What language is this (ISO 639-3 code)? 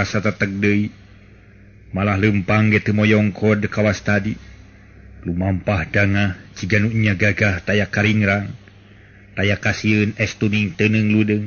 sun